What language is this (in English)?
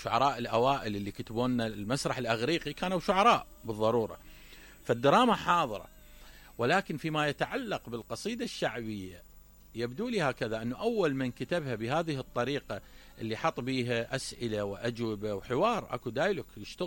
Mesopotamian Arabic